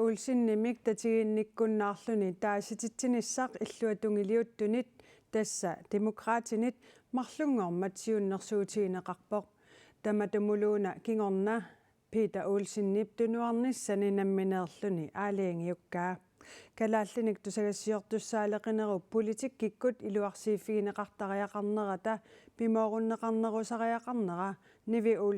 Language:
Kalaallisut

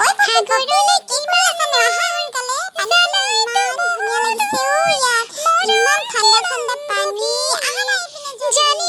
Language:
Assamese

